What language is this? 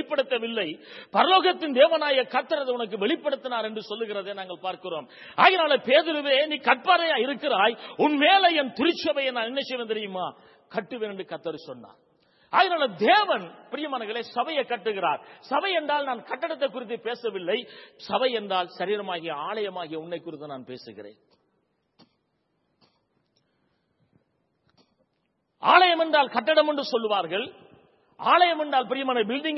Tamil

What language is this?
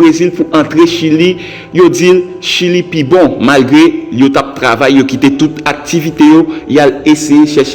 Haitian Creole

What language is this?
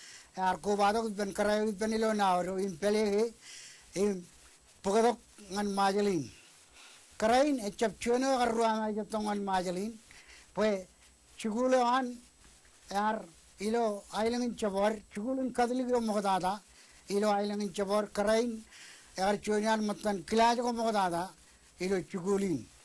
Marshallese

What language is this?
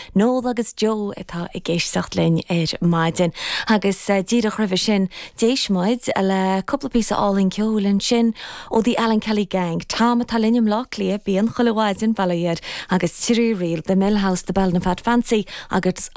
Irish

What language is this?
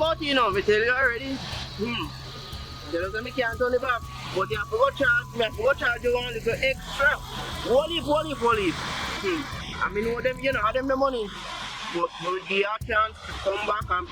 Jamaican Creole English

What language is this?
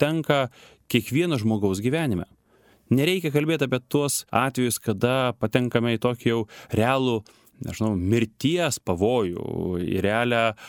Lithuanian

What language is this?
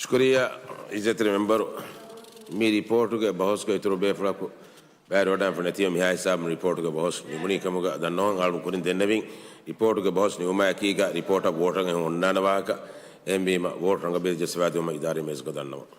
Divehi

